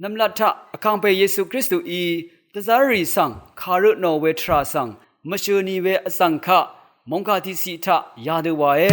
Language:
Rawang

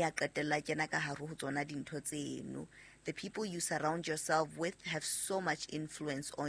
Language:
Southern Sotho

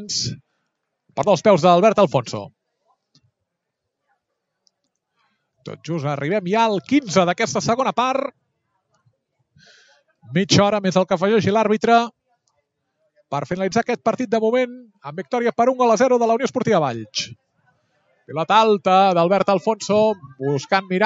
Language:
Catalan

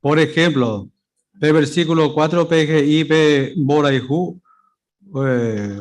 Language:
Guarani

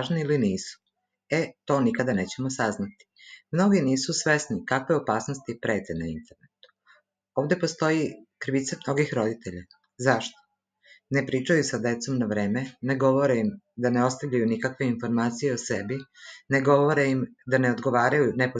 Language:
Serbian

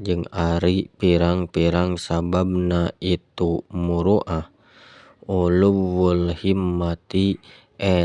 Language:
Sundanese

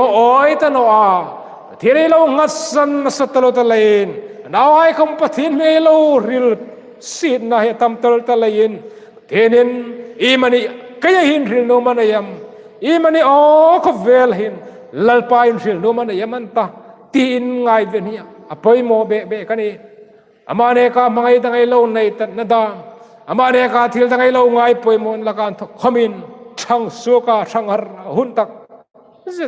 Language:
Hmar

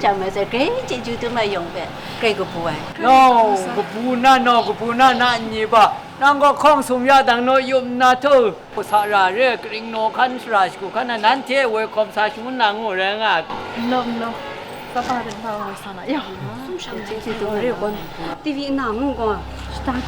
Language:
Kachin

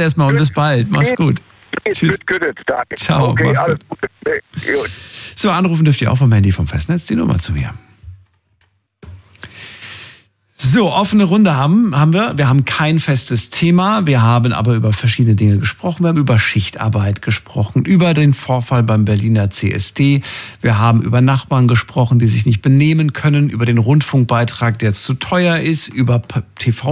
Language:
German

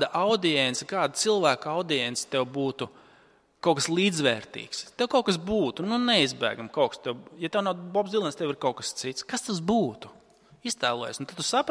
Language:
Latvian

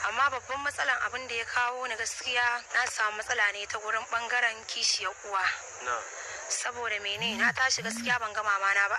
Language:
Hausa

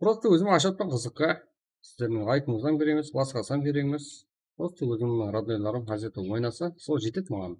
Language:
Kara-Kalpak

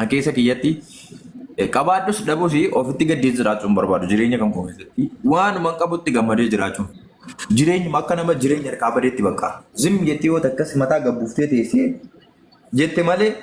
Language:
Oromo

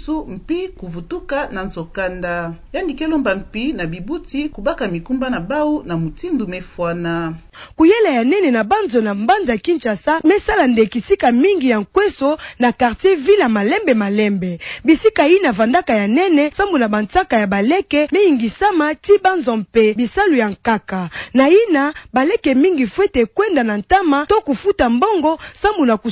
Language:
Kituba (Democratic Republic of Congo)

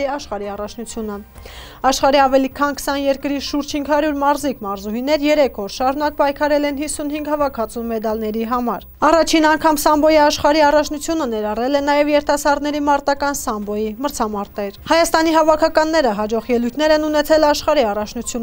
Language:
Armenian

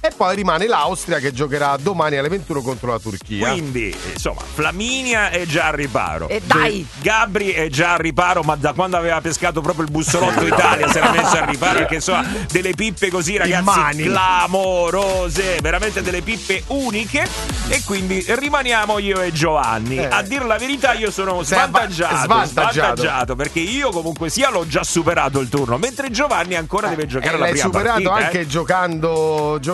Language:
Italian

